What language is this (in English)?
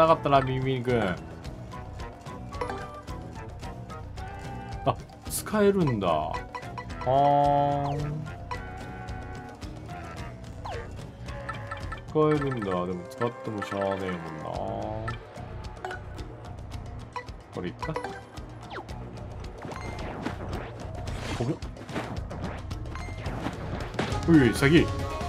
Japanese